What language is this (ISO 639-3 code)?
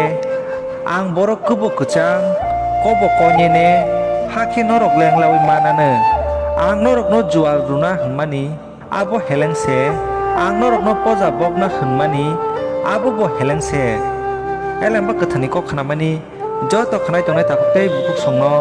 trp